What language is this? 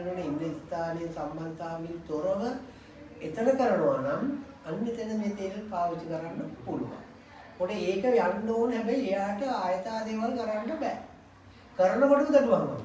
Sinhala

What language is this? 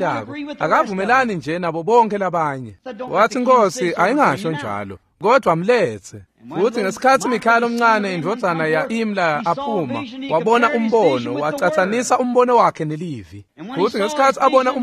Swati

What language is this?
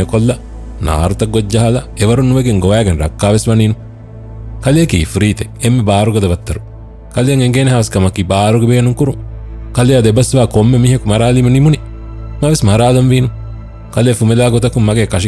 Divehi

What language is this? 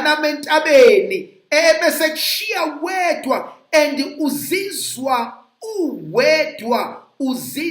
Zulu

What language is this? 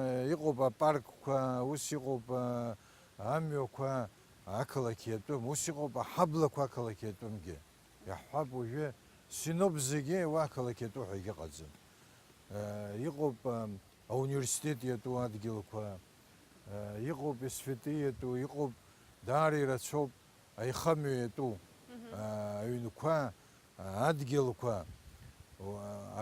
Abkhazian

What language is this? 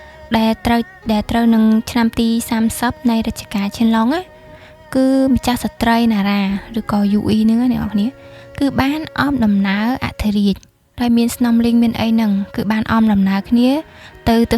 Khmer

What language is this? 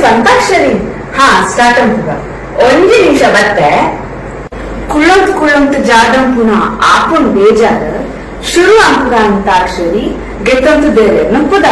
Tulu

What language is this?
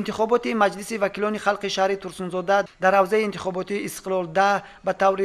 Tajik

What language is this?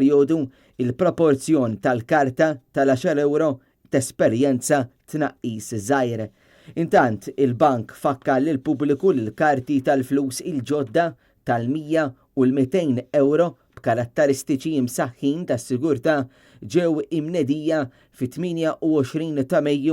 Maltese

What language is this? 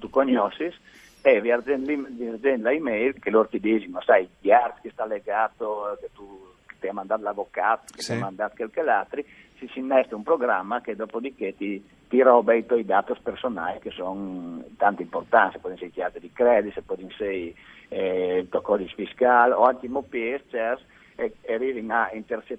Friulian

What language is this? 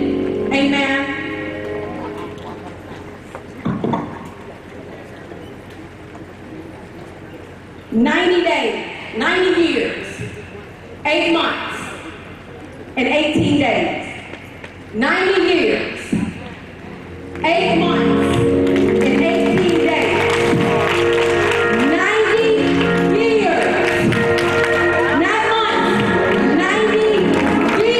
English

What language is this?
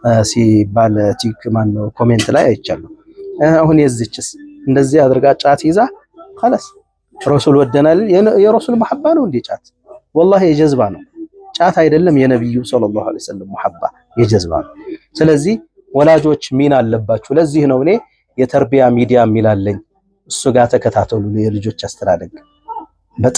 Amharic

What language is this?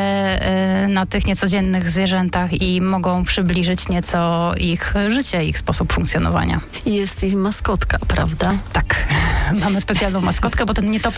Polish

